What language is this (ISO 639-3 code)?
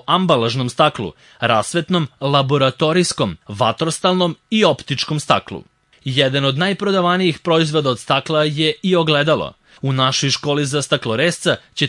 srp